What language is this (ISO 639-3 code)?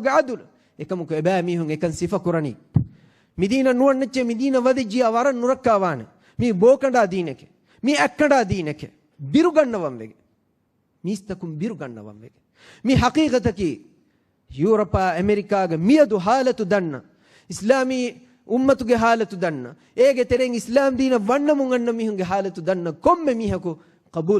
div